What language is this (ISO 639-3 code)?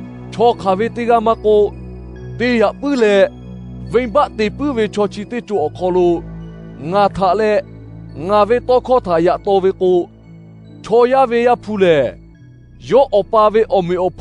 lhu